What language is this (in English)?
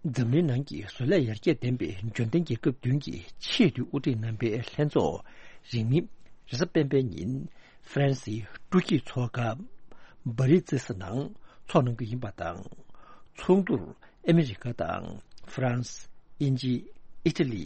Tibetan